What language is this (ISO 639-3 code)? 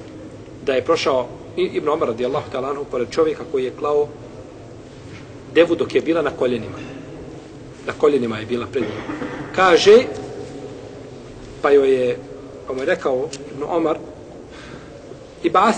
bos